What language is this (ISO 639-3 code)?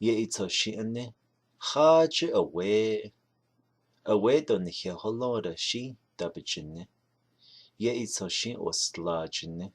nav